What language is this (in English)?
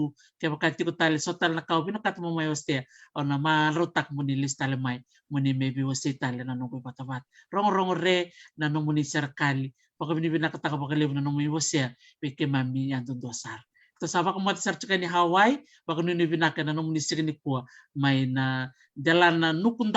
Fijian